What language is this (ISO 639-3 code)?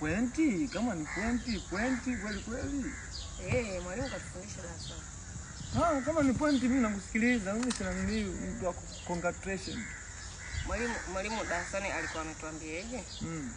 swa